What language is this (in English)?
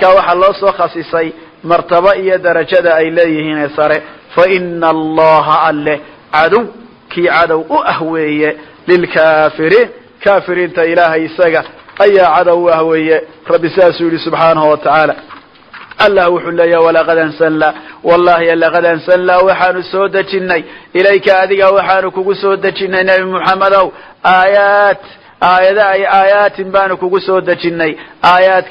Somali